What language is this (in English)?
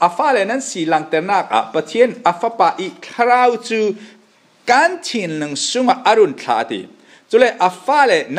Falam Chin